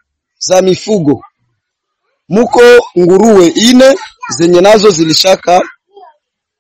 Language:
Swahili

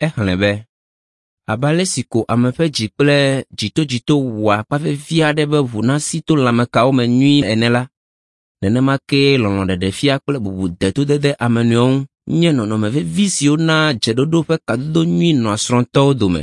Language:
Ewe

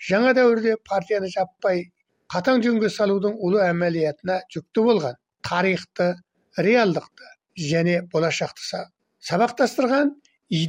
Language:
Kazakh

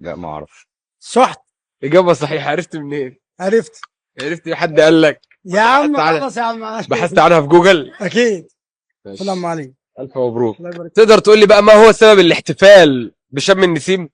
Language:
Egyptian Arabic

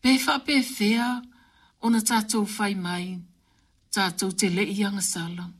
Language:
Samoan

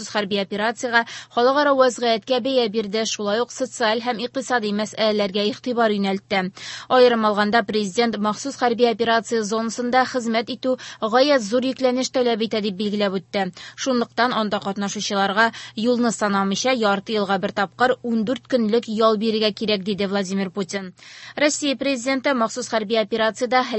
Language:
Tatar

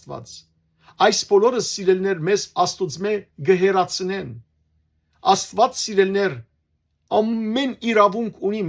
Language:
Western Armenian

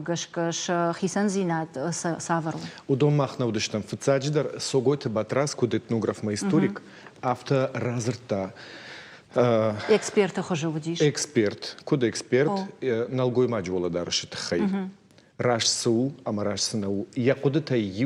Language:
Ossetic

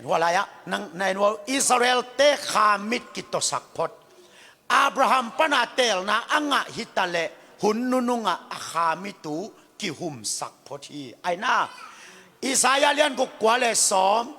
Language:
Tedim Chin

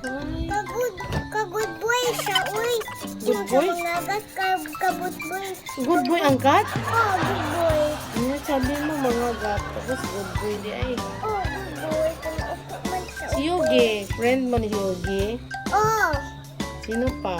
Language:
Cebuano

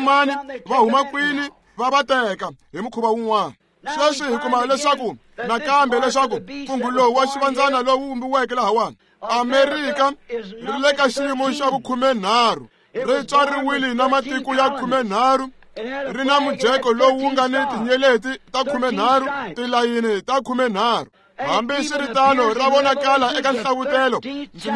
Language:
Tsonga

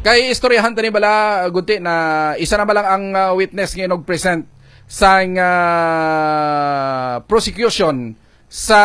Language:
Hiligaynon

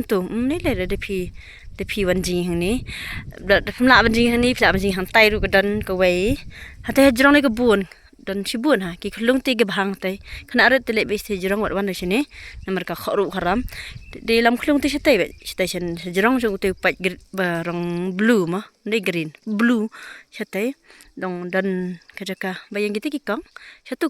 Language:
Khasi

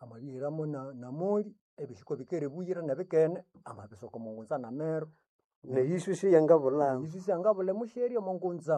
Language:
Nande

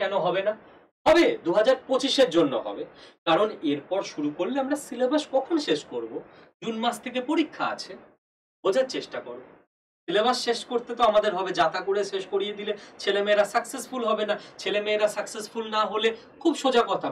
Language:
Bangla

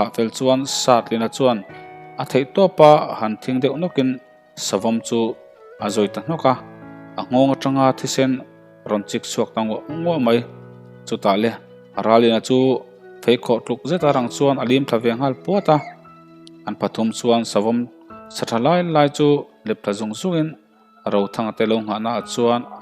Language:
Mizo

